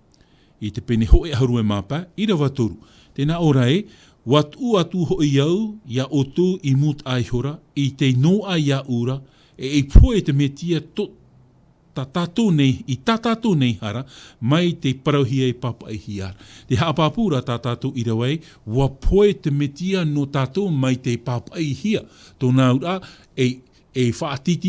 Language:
Tahitian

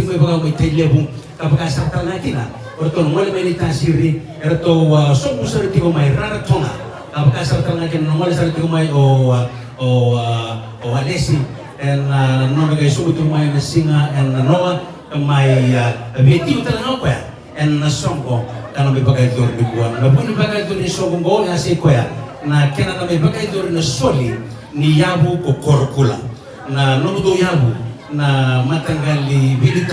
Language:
Fijian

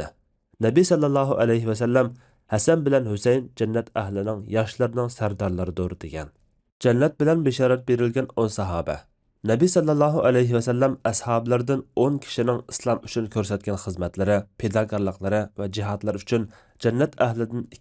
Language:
Uyghur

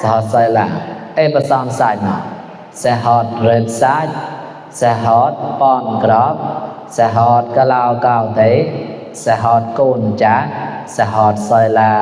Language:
Mon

